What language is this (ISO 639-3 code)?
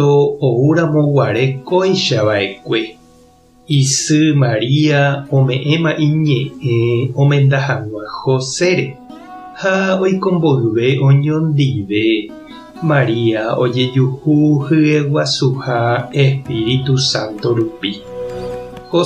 grn